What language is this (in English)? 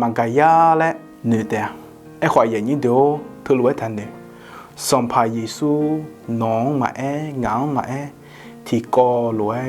Akha